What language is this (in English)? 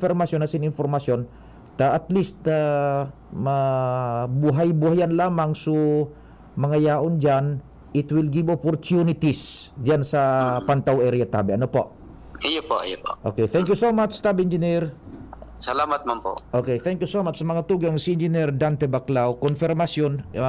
Bikol